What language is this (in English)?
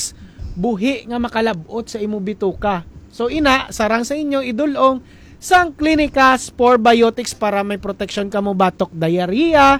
Hiligaynon